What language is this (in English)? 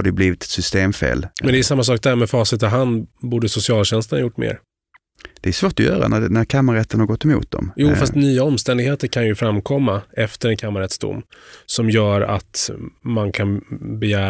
Swedish